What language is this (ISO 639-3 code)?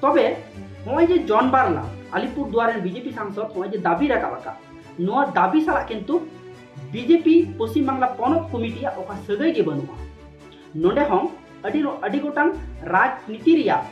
sat